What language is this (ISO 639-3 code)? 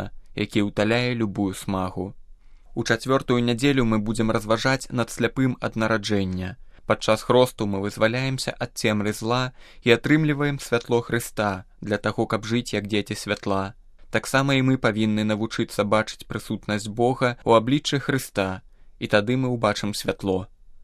bel